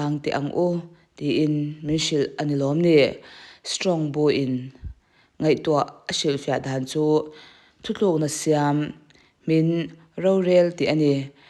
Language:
Mizo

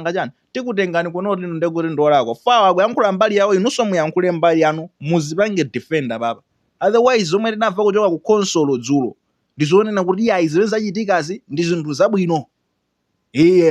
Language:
Nyanja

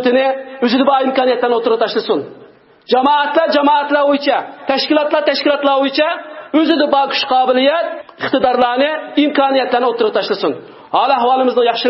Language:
Uyghur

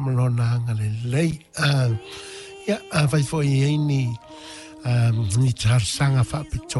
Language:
Samoan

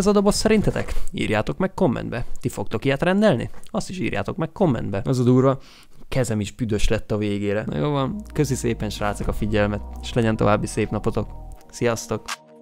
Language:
Hungarian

